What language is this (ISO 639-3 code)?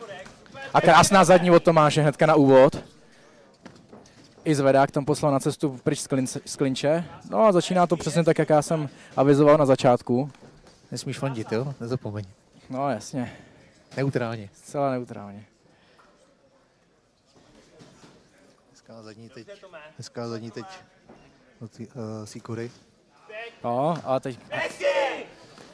ces